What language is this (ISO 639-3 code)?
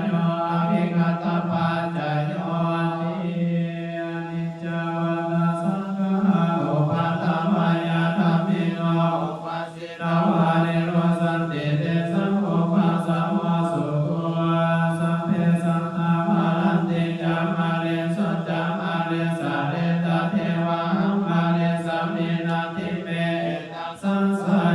pli